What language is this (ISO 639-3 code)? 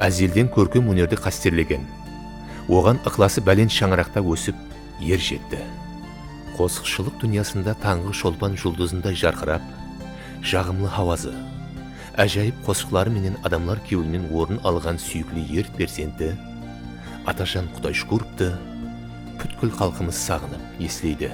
kaa